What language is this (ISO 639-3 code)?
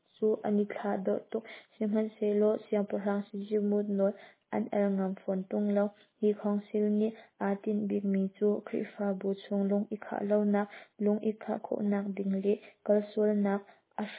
cnh